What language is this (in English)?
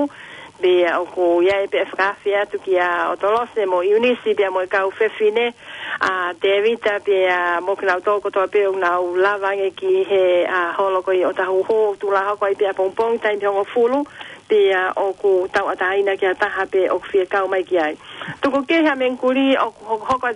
Tongan